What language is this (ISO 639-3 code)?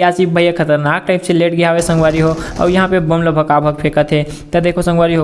hne